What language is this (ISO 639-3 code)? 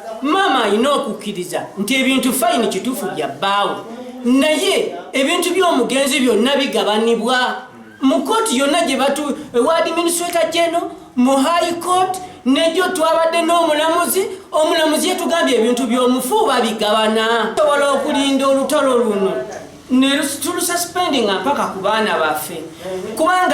lug